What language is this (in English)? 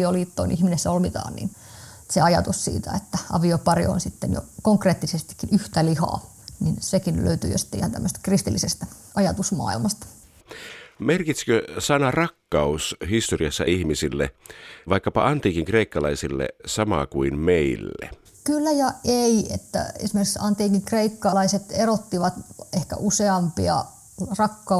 Finnish